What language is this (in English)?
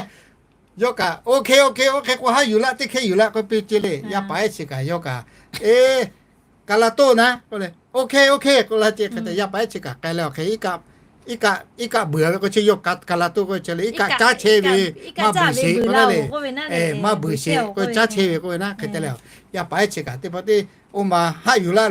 Lahu